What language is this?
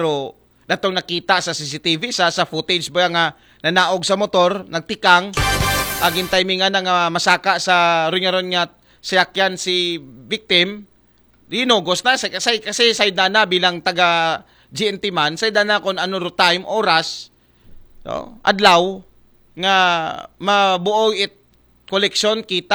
Aklanon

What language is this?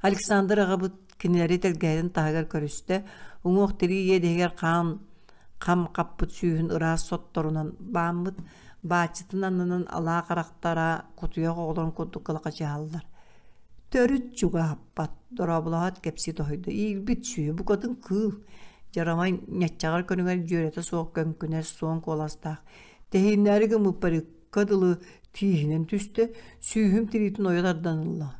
Yakut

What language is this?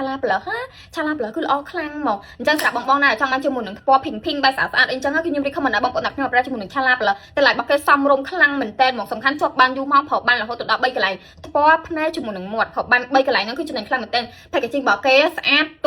Khmer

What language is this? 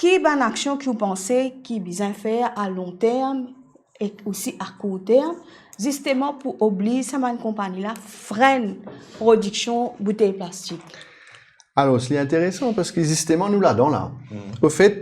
Morisyen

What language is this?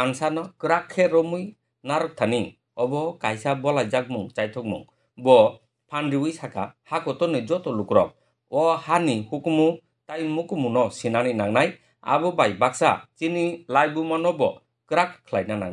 Kok Borok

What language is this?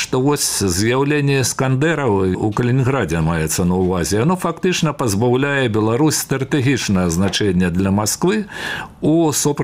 Belarusian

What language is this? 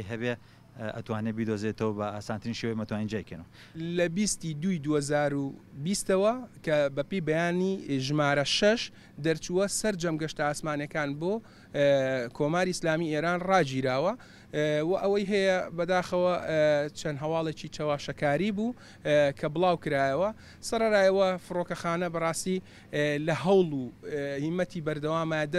Central Kurdish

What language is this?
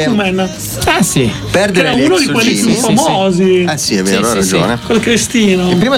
Italian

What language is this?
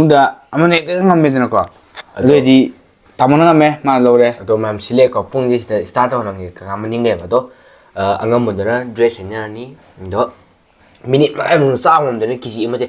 Manipuri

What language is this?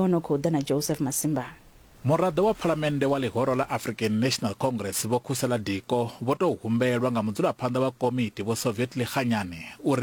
Venda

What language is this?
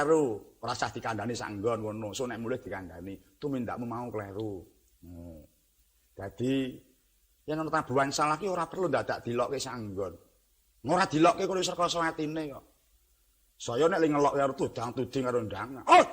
Javanese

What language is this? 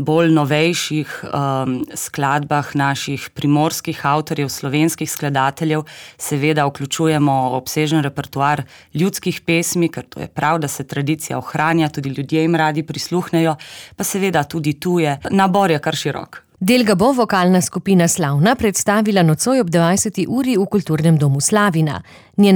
Slovenian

